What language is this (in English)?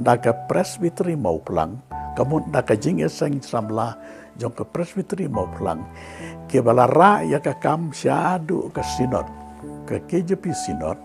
Khasi